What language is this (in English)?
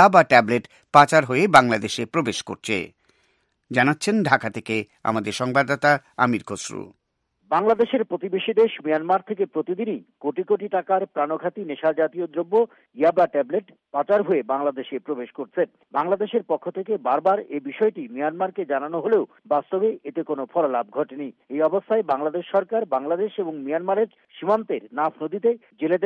Bangla